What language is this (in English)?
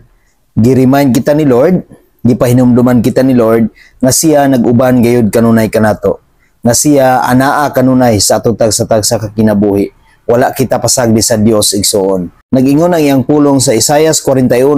Cebuano